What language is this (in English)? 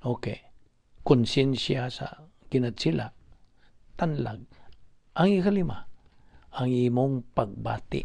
Cebuano